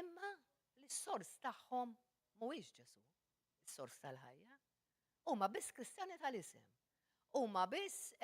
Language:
Maltese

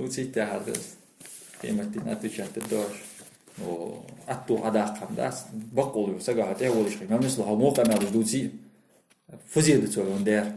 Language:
Ingush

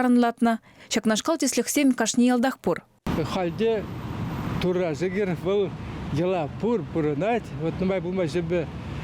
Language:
Chuvash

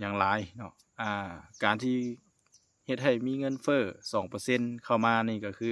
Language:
Lao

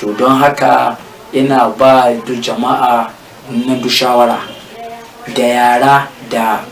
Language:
Hausa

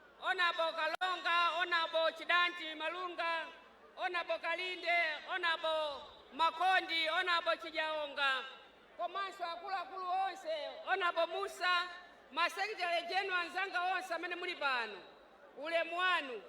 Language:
Nyanja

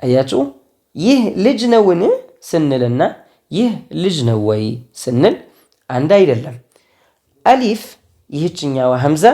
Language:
Amharic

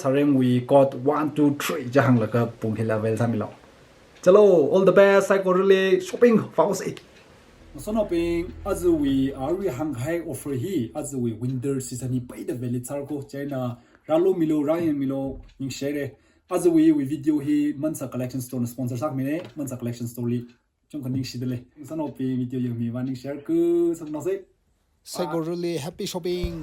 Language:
Tangkhul Naga (India)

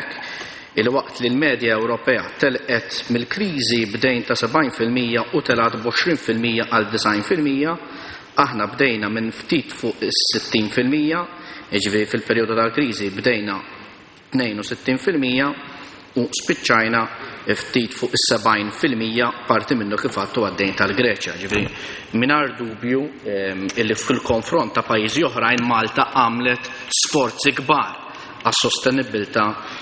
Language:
Maltese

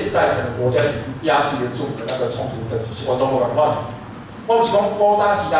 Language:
Min Nan Chinese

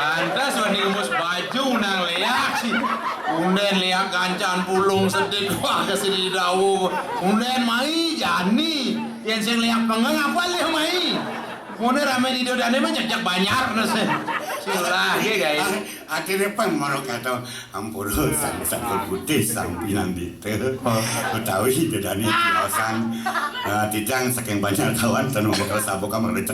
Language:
Balinese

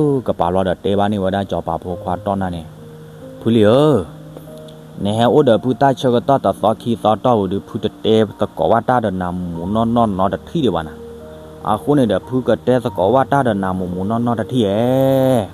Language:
S'gaw Karen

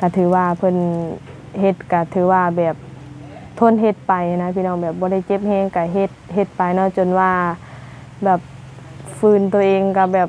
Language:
Lao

